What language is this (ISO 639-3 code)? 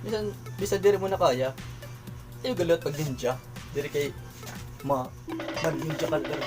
war